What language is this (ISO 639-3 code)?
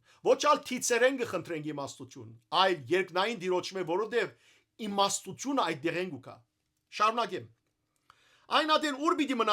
hyw